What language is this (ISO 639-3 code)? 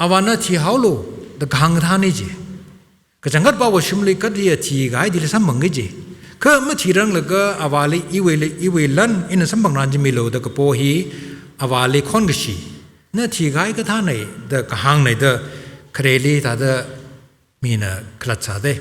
nmf